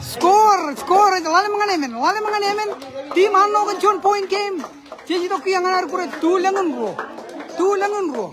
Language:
Marshallese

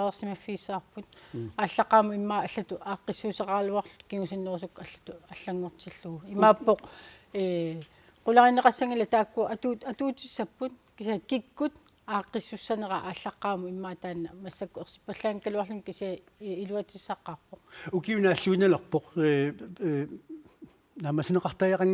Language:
Kalaallisut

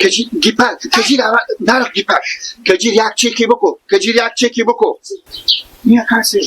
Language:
Hazaragi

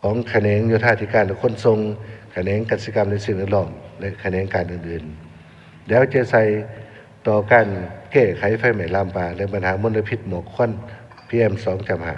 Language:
Lao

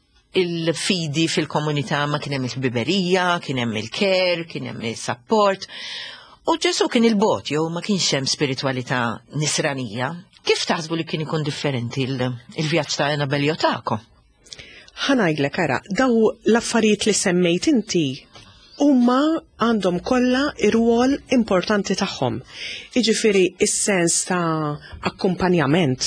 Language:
Maltese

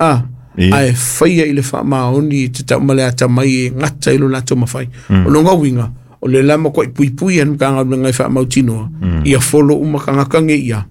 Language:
Samoan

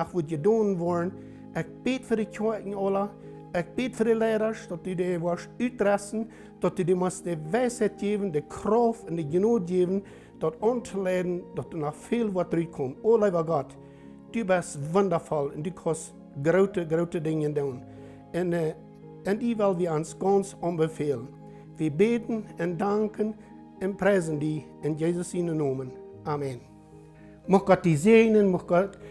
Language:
Plautdietsch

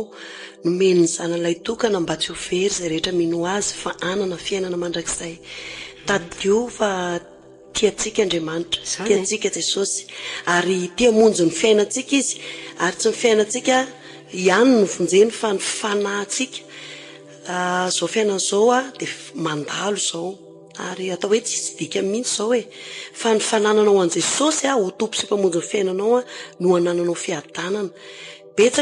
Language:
Malagasy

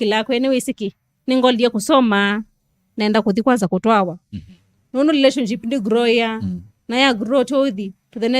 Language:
Kamba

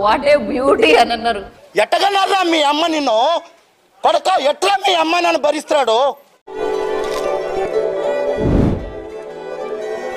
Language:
Telugu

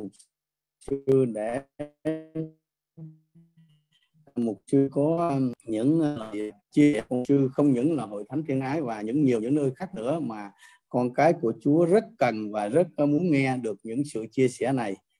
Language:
Vietnamese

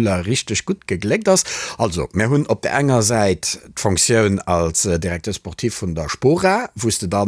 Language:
Luxembourgish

